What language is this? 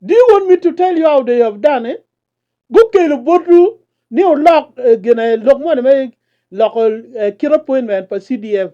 Acoli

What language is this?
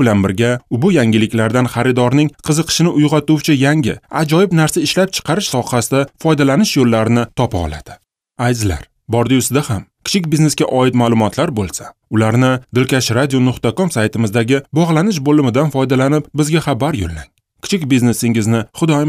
Uzbek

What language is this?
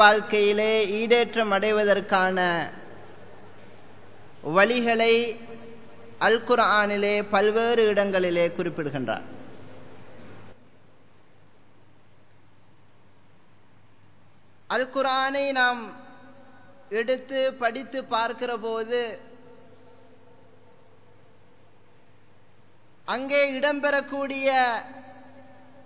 Tamil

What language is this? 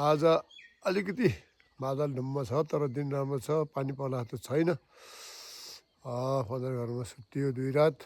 Nepali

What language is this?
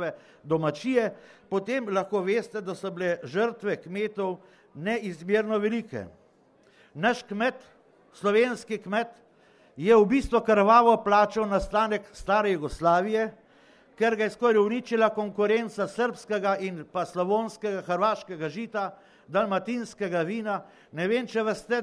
Slovenian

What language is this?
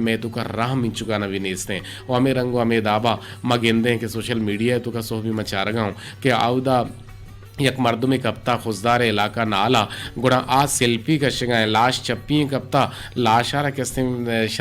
Eastern Balochi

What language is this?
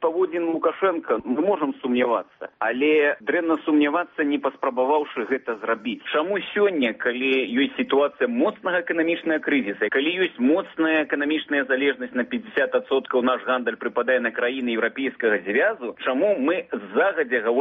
Belarusian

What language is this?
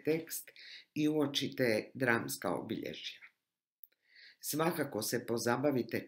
Croatian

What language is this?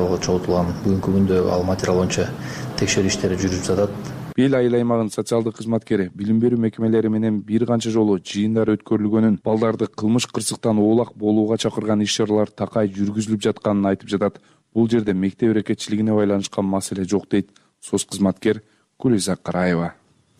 Kyrgyz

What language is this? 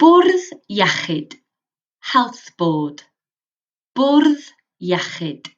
Welsh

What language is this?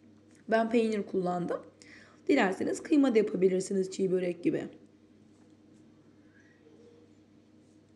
Turkish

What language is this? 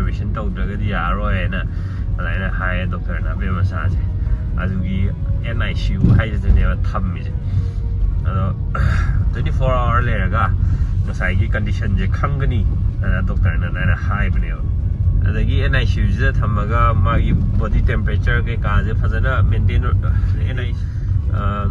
Manipuri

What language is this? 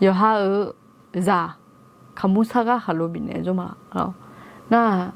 Akha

